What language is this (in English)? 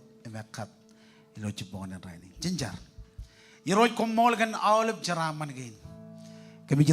Marshallese